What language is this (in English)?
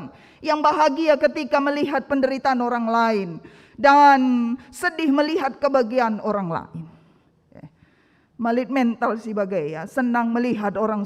Batak Karo